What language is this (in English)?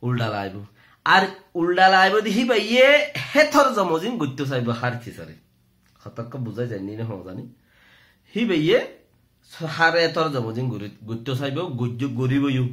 Rohingya